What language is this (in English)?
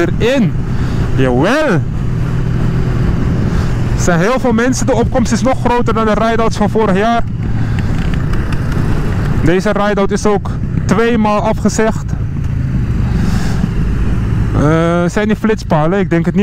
Dutch